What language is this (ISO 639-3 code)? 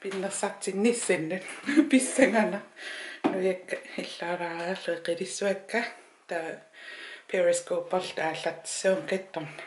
kal